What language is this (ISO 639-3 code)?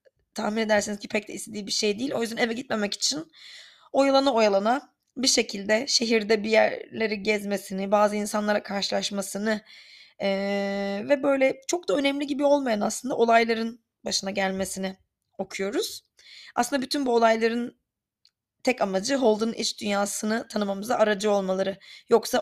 tur